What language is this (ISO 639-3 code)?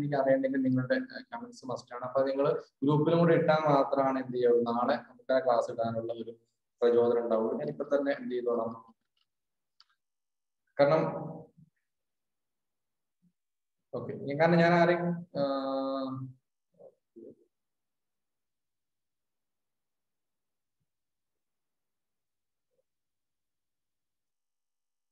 mal